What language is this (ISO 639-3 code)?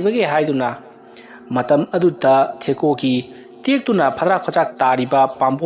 mni